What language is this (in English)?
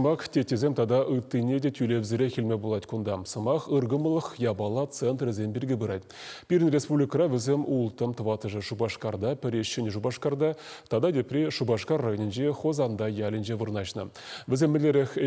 Chuvash